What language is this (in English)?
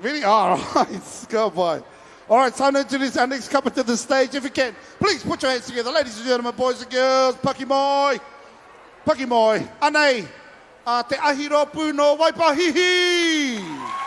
Māori